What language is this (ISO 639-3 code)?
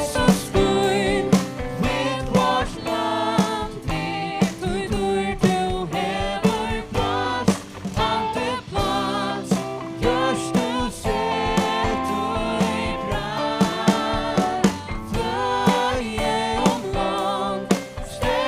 fao